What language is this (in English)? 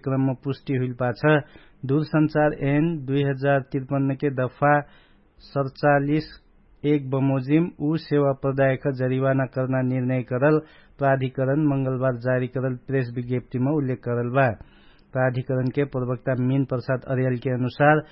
Dangaura Tharu